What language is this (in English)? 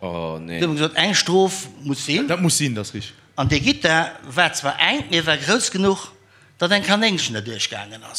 Luxembourgish